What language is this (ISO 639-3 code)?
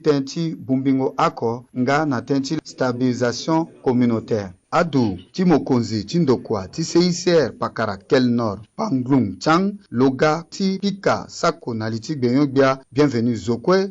sag